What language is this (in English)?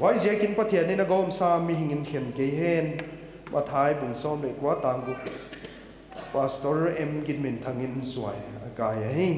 Paite Chin